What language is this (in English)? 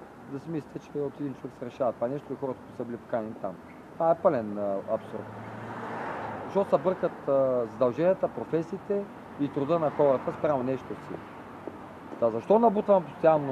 Bulgarian